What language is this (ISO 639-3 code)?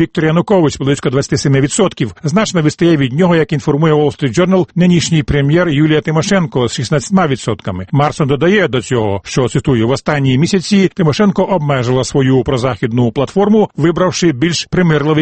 ukr